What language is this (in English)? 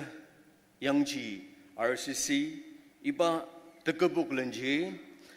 Ao Naga